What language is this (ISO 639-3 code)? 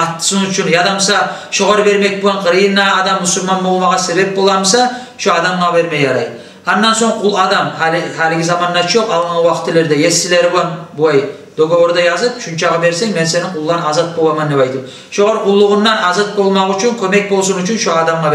kum